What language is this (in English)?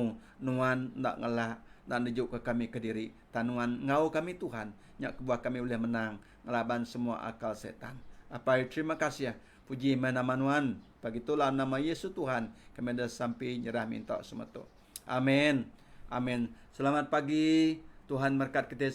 Iban